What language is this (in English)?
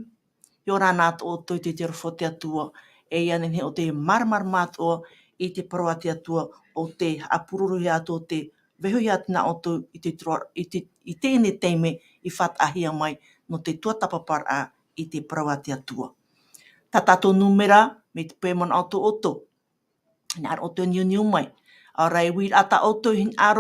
Tahitian